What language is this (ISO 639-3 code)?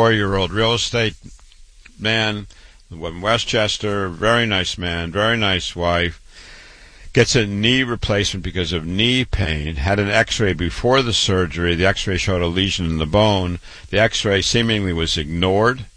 eng